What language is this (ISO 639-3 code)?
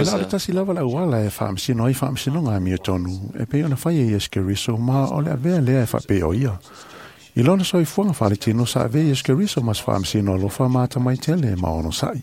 smo